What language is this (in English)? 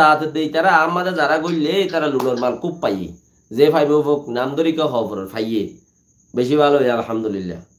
Rohingya